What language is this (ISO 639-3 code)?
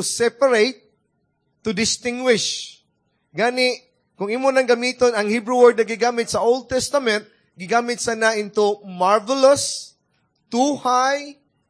ceb